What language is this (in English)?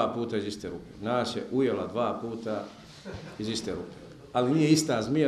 Bosnian